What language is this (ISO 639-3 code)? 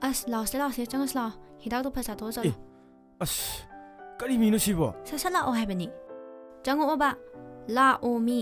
mni